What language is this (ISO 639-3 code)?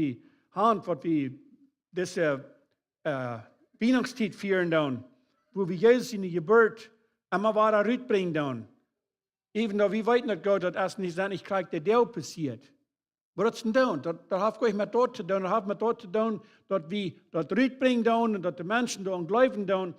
pdt